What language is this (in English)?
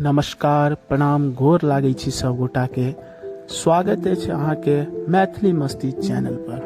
Maithili